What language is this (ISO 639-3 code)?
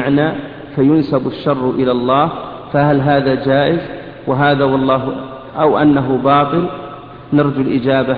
ara